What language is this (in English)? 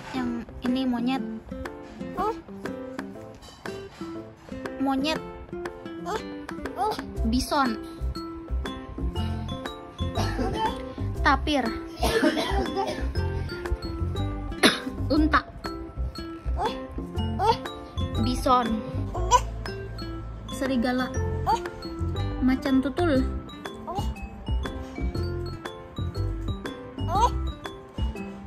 Indonesian